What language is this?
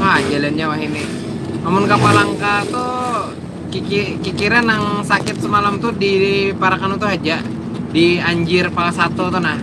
Banjar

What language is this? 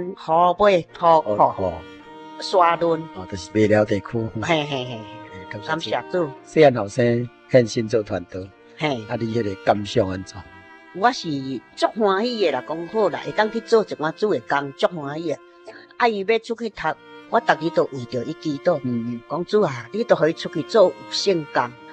Min Nan Chinese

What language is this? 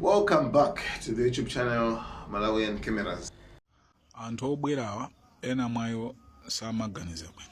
Nyanja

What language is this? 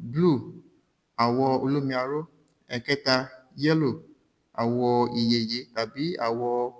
Yoruba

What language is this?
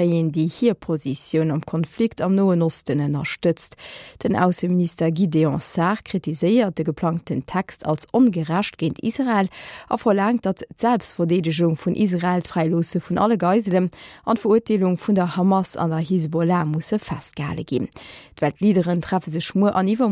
Luxembourgish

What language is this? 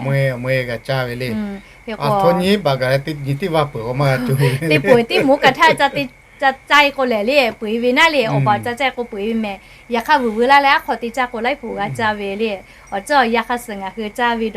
Lahu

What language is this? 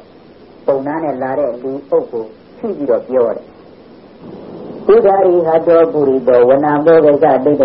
Burmese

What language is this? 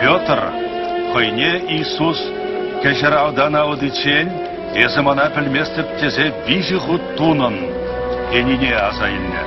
Chuvash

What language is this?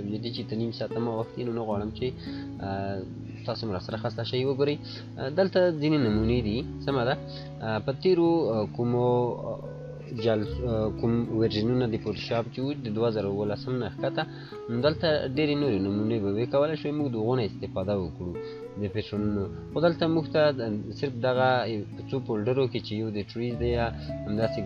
Pashto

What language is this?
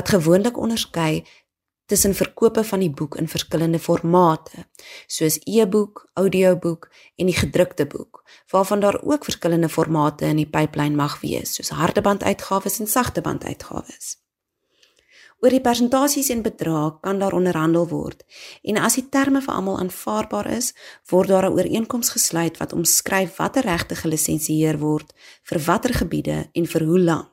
Afrikaans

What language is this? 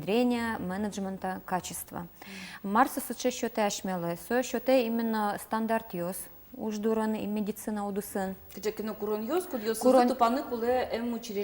Udmurt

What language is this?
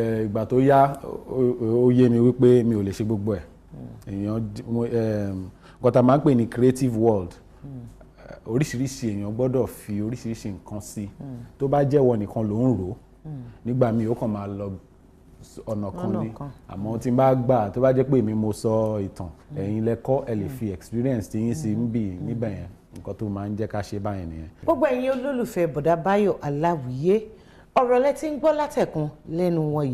Yoruba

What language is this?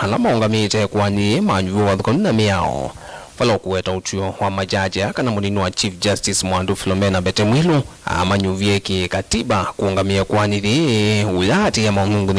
Kamba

